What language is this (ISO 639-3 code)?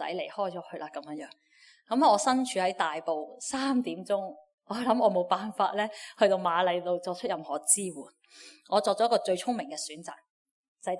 yue